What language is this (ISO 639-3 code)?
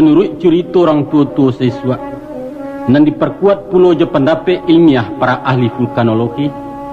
min